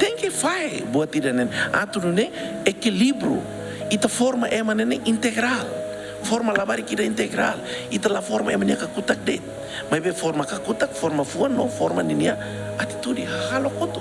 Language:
Tetum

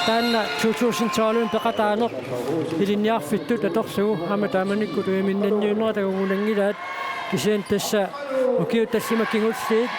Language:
Kalaallisut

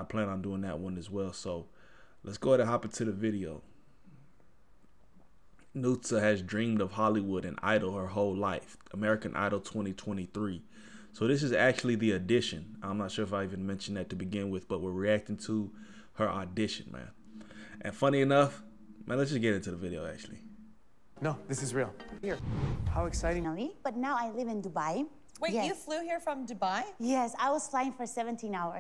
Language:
English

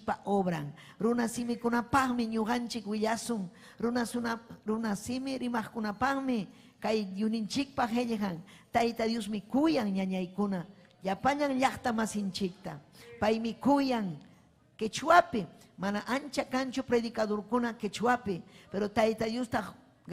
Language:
Ayacucho Quechua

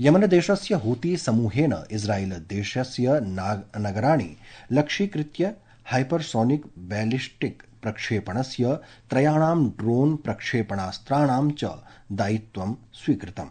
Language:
Sanskrit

